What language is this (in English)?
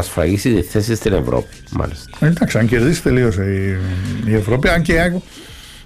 Greek